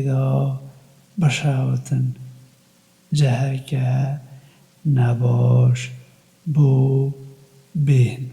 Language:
Kurdish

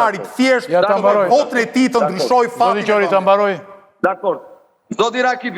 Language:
Albanian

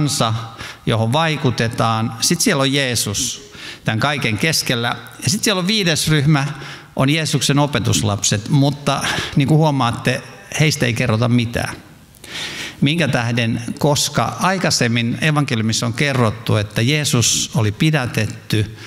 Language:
Finnish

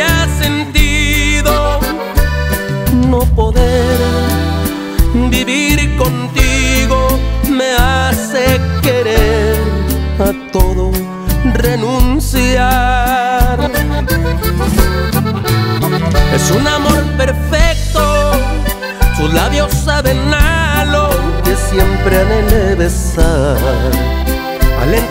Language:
Spanish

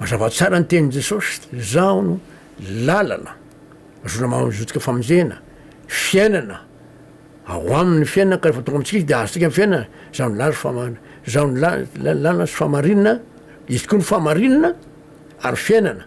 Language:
Malagasy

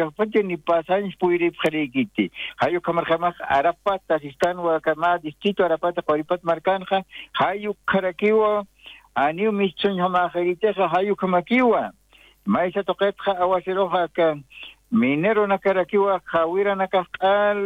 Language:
Aymara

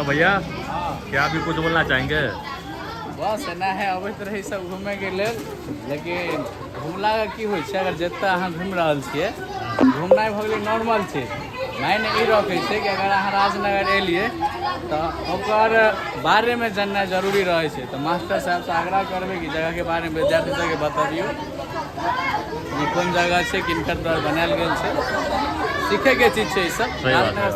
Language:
Maithili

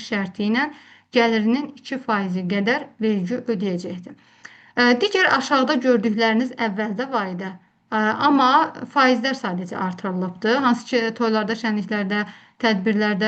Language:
Azerbaijani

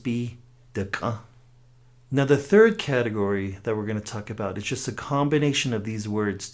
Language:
Navajo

